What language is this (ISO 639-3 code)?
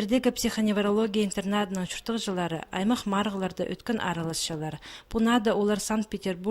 kjh